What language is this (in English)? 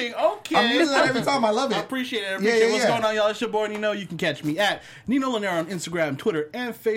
English